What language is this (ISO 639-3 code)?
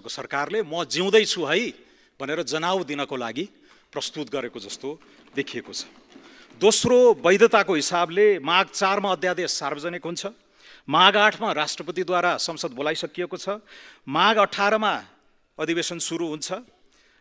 nep